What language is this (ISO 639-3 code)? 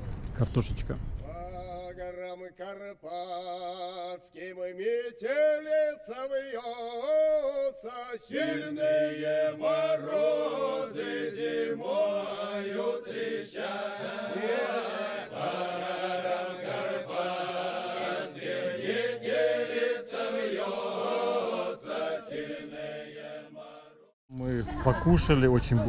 rus